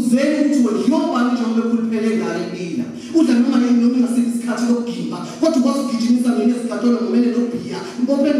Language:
Zulu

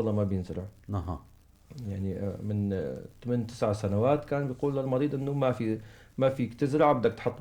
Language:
North Levantine Arabic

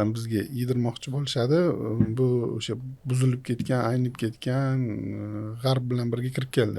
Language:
Uzbek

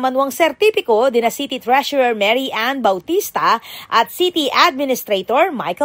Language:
Pampanga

